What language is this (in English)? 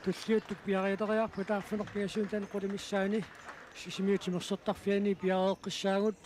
Kalaallisut